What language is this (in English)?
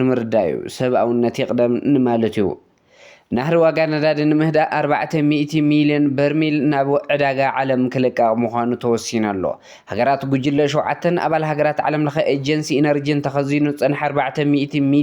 Tigrinya